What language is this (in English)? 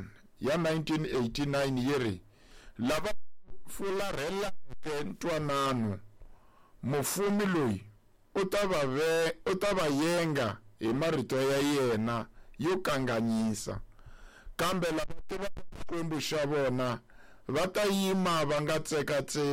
Tsonga